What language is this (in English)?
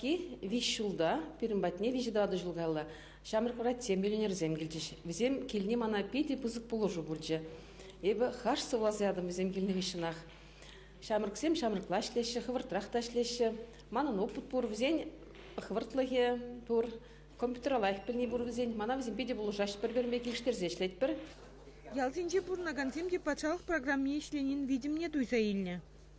Chuvash